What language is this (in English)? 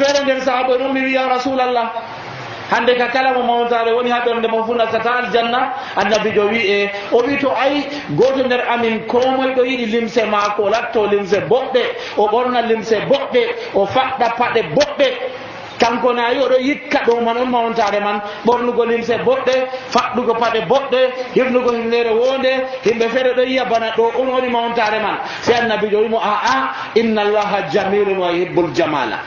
Nigerian Fulfulde